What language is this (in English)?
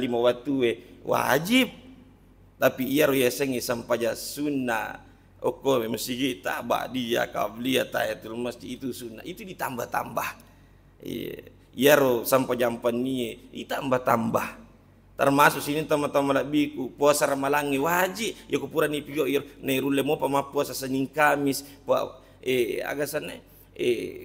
Buginese